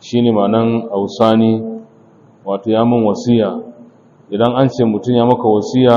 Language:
Hausa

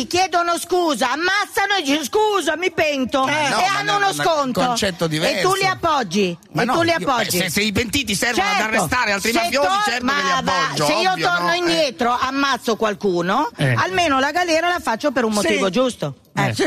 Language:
Italian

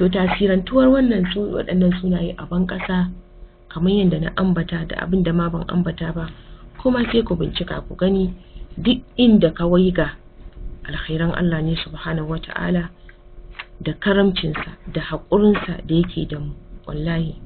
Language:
Hausa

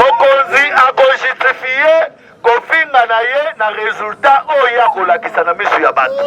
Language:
Lingala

